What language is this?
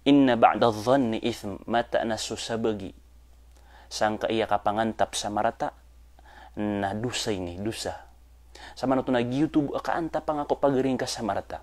Maranao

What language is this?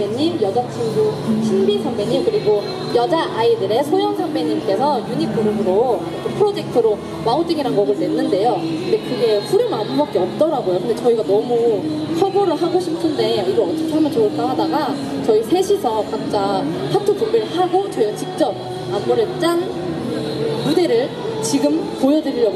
Korean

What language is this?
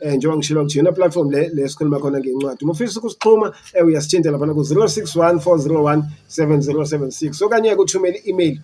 Zulu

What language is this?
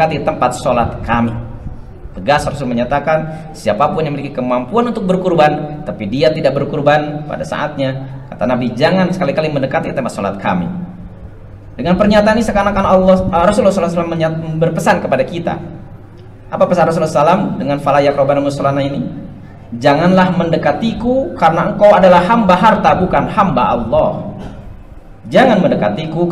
Indonesian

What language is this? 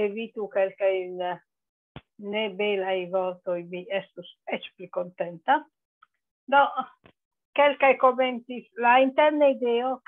Esperanto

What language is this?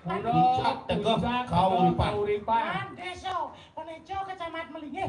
Balinese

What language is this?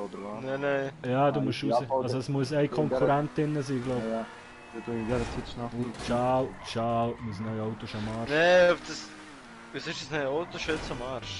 Swiss German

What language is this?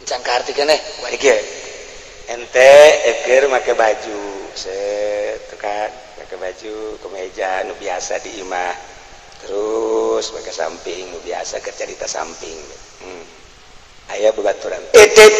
Sundanese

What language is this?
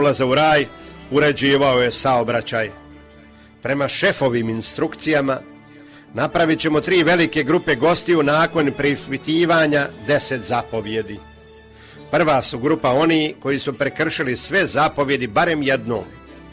Croatian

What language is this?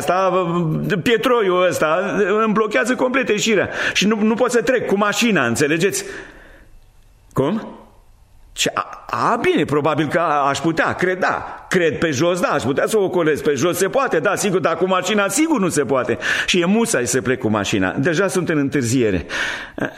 Romanian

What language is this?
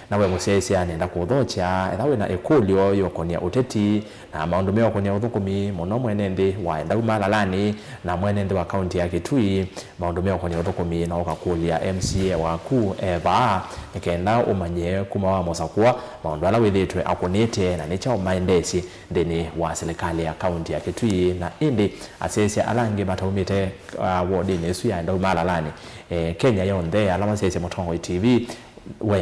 Kamba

